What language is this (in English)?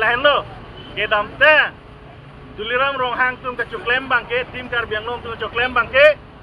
Karbi